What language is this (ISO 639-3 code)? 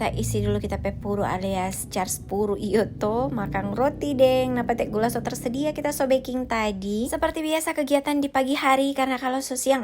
xmm